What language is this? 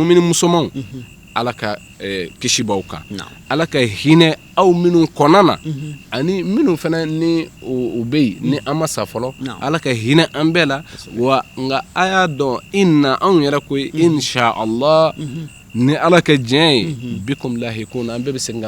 Bambara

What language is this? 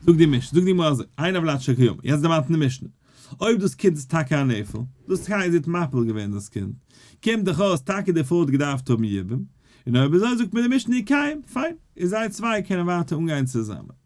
Yiddish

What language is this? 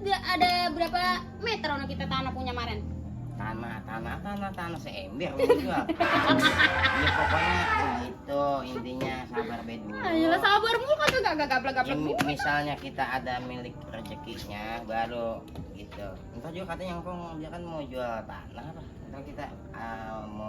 Betawi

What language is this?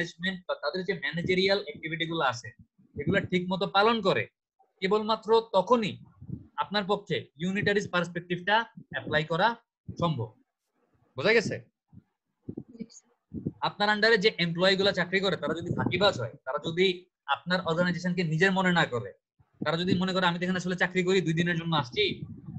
Bangla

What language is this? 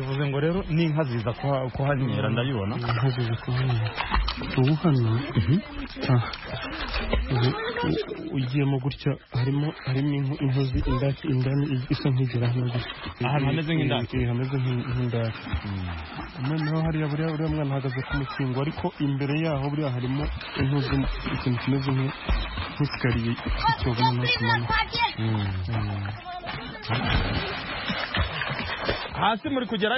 Kinyarwanda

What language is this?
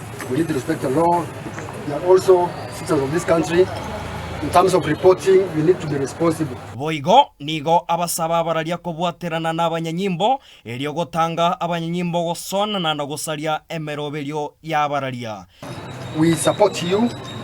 Gusii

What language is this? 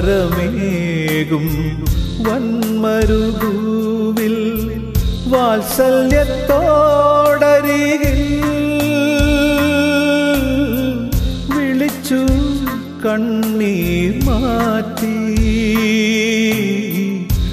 Malayalam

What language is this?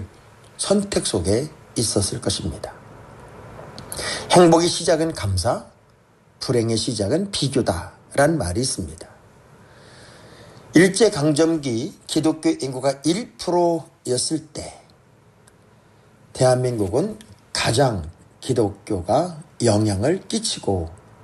Korean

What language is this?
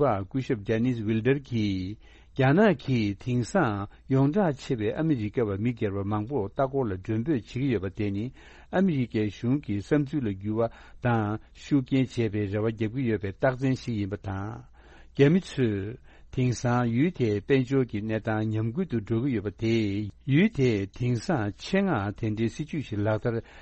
Tibetan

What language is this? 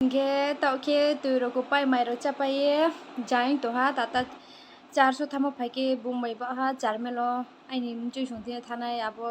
Riang (India)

